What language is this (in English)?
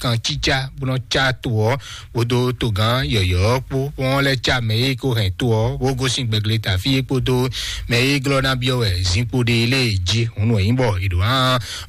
Fon